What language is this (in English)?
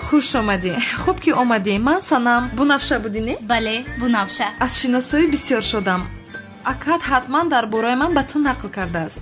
Tajik